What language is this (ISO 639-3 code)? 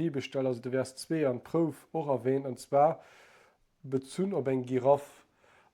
ltz